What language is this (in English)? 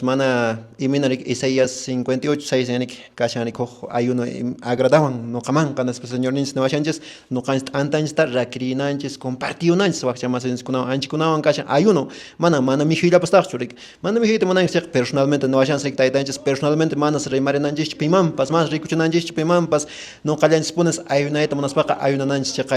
Quechua